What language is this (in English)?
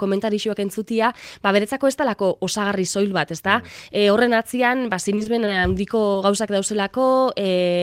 Basque